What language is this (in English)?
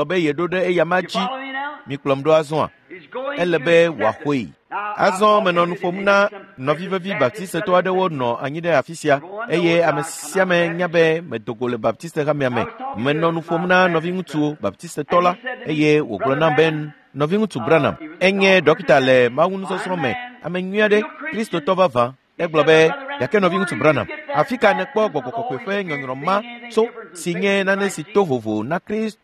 Ewe